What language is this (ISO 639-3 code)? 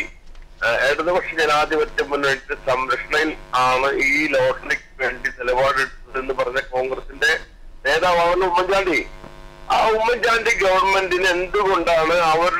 mal